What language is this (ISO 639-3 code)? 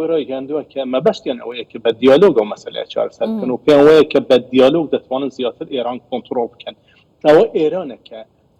ckb